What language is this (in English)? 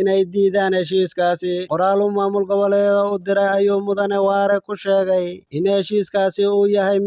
Somali